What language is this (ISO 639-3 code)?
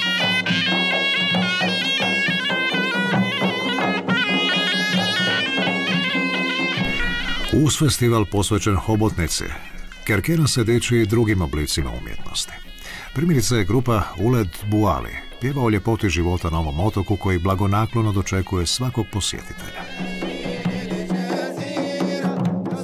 hrv